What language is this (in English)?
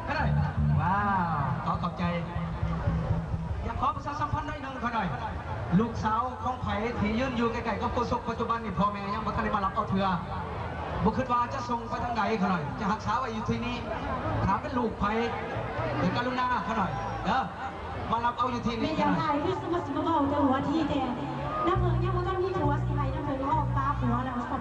Lao